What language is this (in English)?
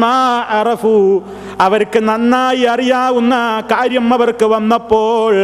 Malayalam